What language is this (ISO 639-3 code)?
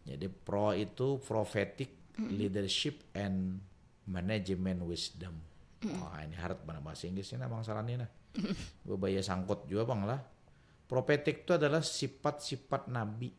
bjn